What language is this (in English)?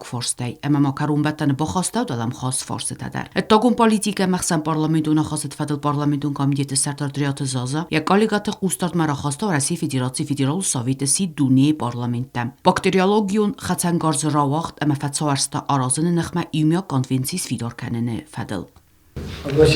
Ossetic